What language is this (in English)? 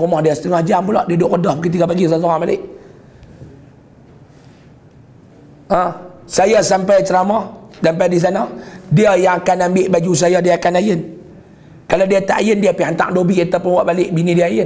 Malay